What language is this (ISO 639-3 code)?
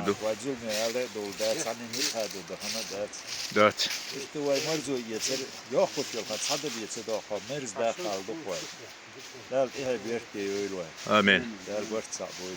che